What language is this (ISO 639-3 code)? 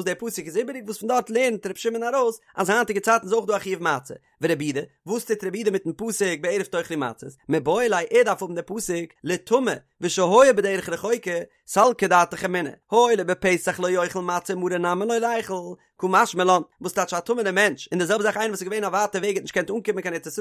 yid